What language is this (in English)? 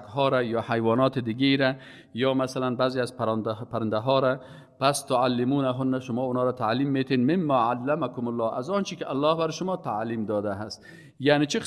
Persian